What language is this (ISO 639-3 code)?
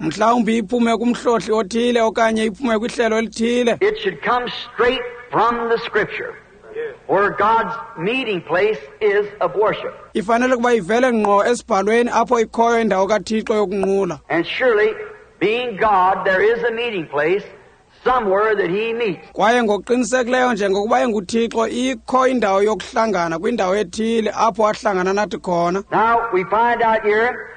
xho